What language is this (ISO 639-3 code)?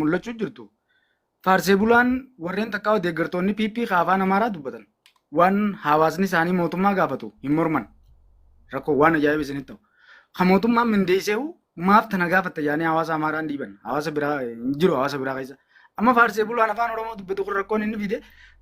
orm